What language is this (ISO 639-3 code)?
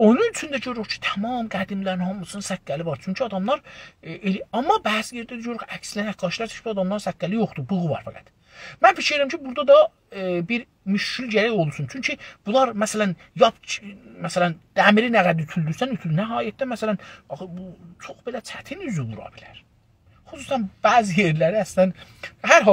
azb